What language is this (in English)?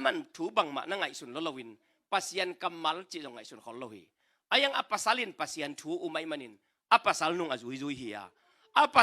Tedim Chin